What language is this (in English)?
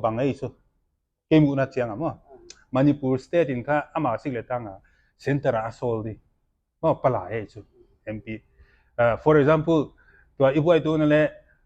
Paite Chin